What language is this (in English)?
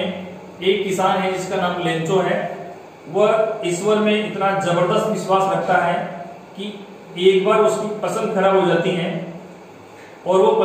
Hindi